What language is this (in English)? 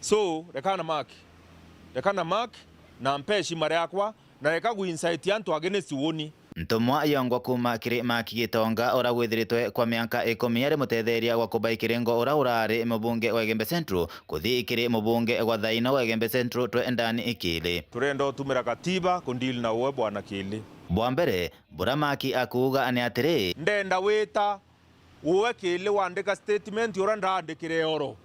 Meru